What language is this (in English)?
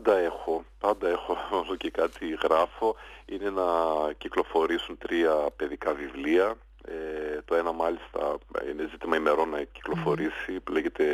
Greek